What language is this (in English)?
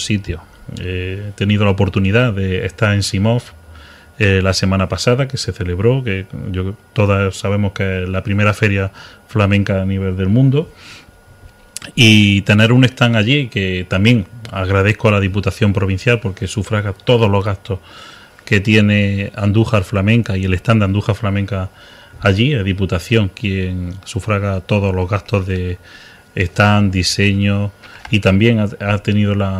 Spanish